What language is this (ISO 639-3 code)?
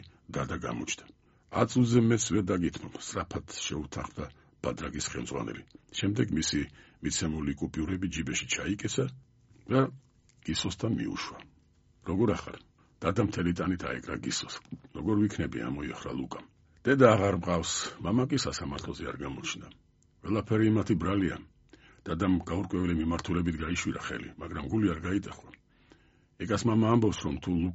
kat